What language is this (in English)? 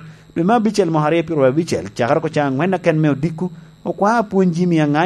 Lango (Uganda)